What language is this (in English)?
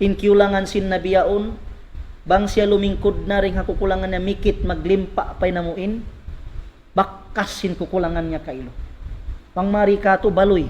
Tausug